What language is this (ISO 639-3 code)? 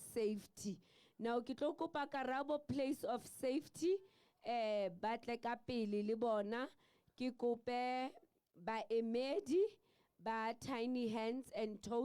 sot